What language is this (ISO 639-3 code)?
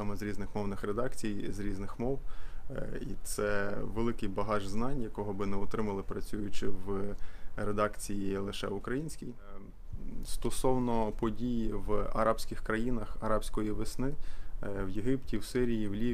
ukr